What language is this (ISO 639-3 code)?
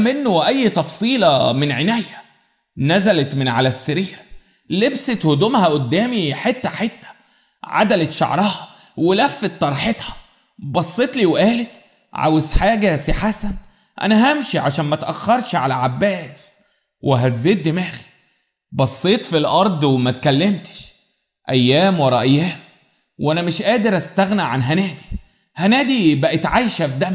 arz